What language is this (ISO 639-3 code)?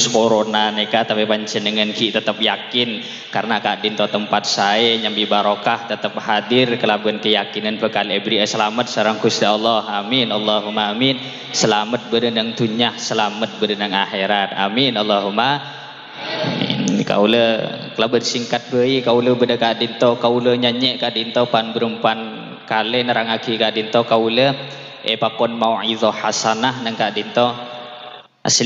mad